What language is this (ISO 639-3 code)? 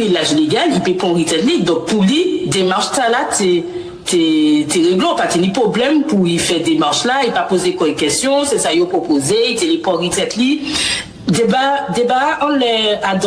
gcf